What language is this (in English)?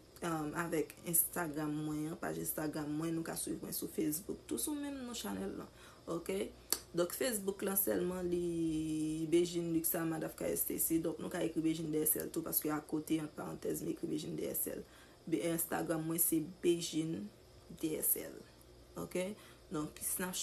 Haitian Creole